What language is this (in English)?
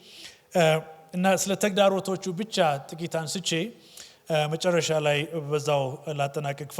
Amharic